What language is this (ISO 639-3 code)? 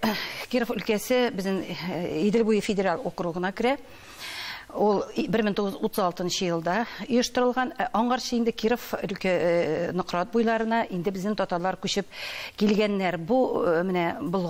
tat